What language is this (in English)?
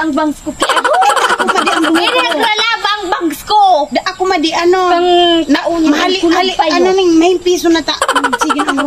Bikol